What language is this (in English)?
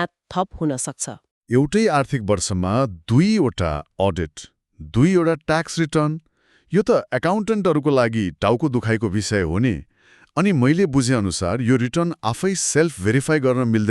Nepali